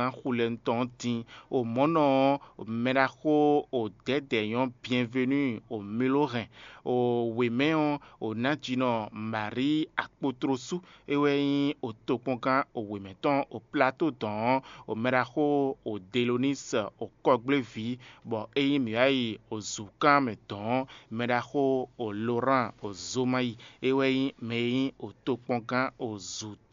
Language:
Fon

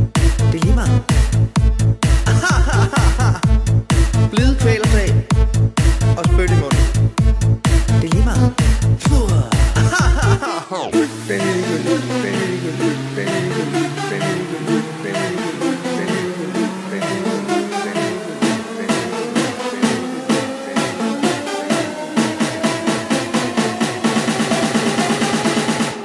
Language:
Danish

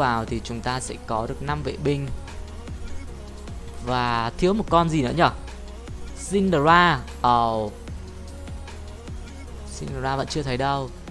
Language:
Vietnamese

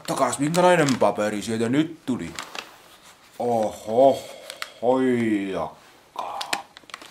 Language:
Finnish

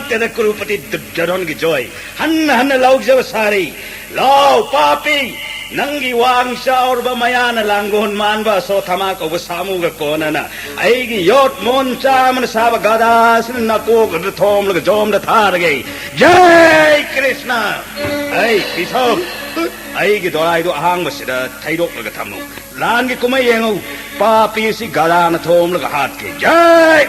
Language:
Manipuri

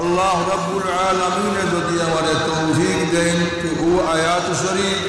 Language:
Sylheti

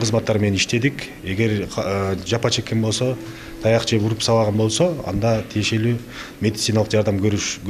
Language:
Kyrgyz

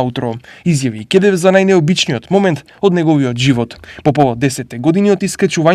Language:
Macedonian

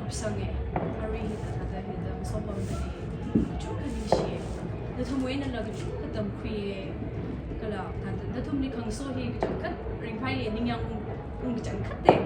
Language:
Tangkhul Naga (India)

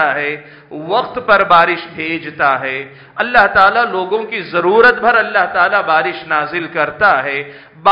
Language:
Urdu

